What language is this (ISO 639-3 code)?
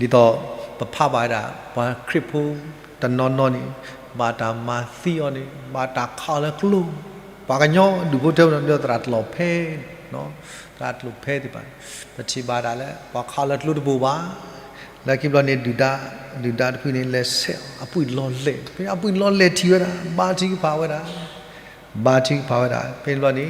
ksw